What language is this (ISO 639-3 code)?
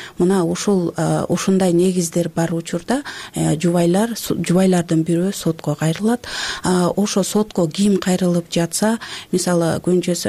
kir